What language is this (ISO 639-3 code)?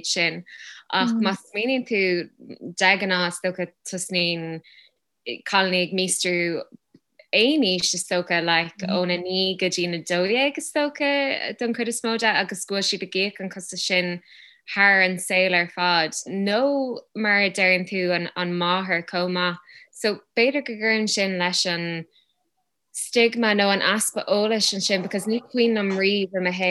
gle